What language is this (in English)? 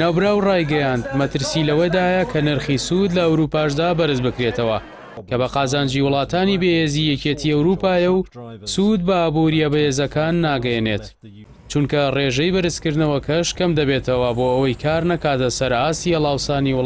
Central Kurdish